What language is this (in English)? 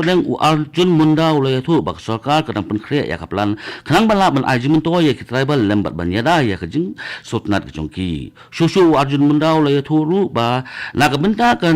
Khasi